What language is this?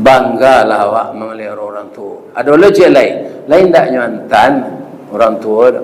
Minangkabau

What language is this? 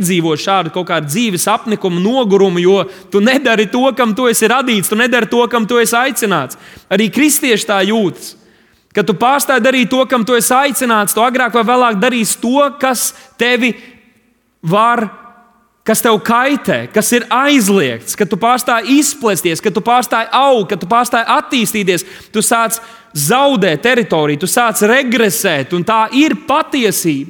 Latvian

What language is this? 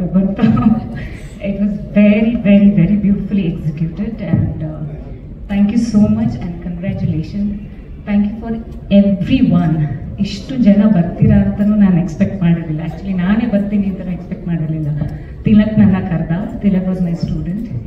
Kannada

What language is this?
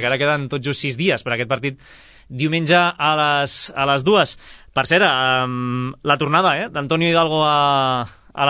Catalan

